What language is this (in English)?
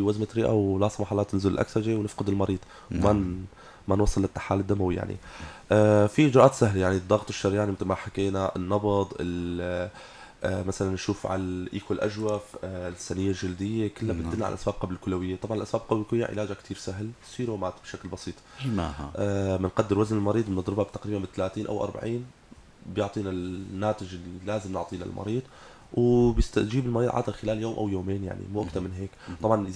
North Levantine Arabic